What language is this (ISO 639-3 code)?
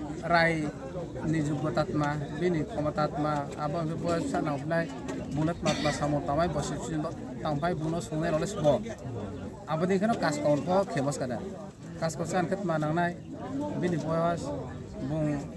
ria